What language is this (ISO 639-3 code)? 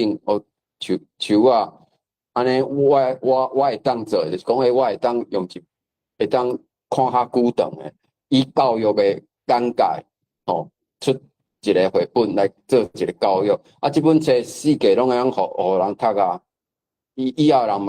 nan